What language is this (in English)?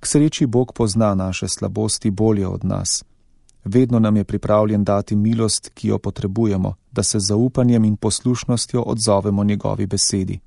Slovenian